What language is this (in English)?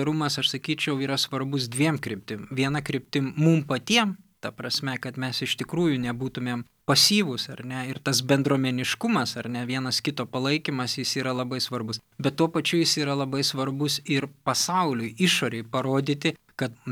Lithuanian